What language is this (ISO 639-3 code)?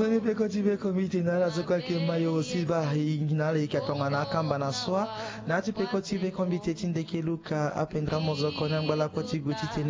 sag